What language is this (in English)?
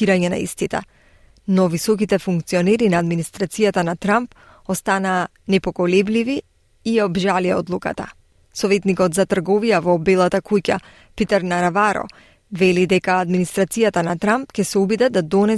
Macedonian